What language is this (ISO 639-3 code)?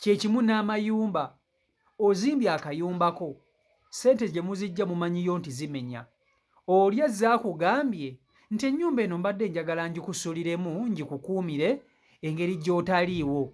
lug